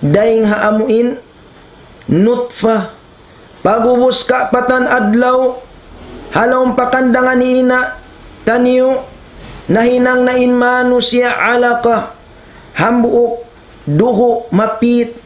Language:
Tausug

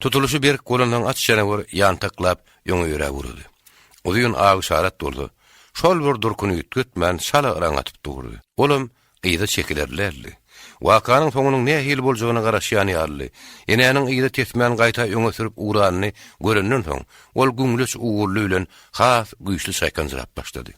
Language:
Turkmen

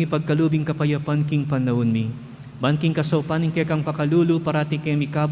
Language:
Pampanga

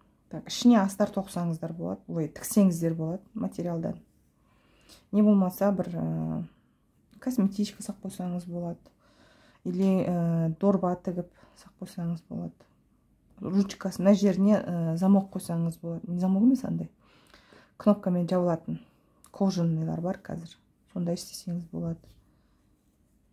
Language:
Kazakh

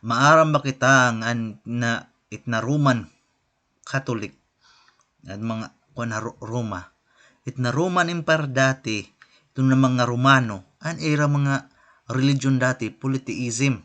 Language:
Waray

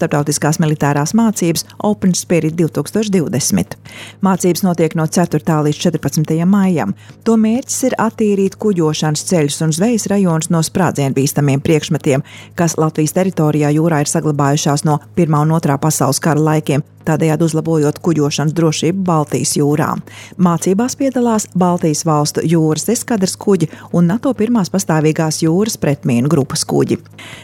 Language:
Latvian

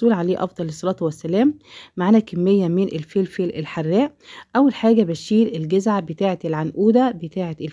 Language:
Egyptian Arabic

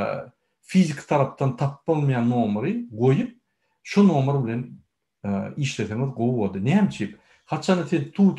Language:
Turkmen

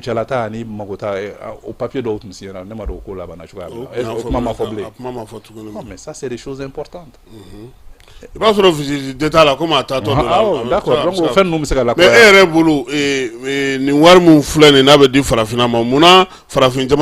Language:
Bambara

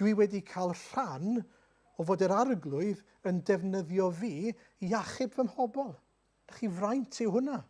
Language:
Welsh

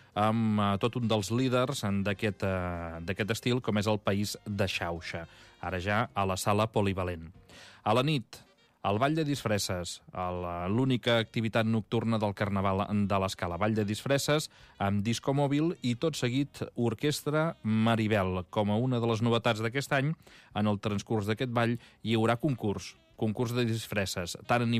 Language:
Catalan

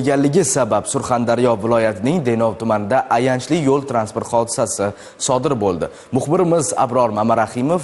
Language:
Uzbek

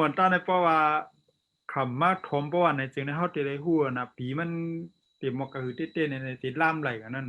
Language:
Shan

